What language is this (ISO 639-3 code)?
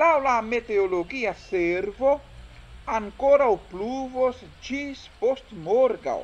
epo